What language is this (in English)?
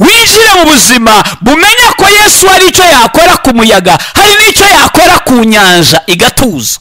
Kinyarwanda